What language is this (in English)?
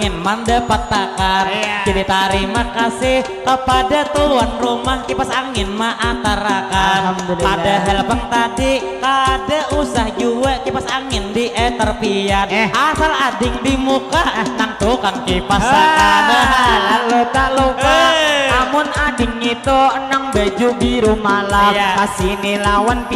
Banjar